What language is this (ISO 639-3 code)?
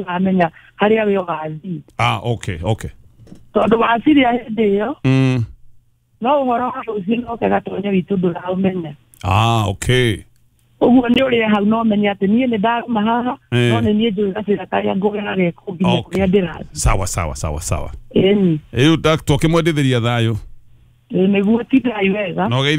kik